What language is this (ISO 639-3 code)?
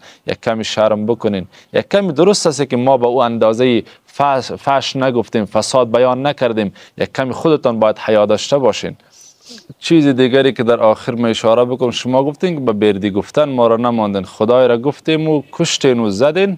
fas